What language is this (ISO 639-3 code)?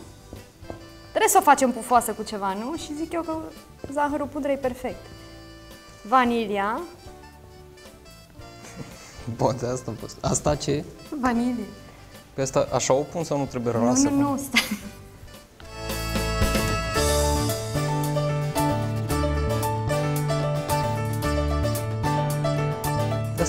ron